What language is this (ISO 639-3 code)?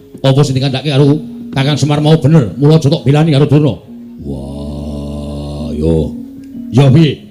jav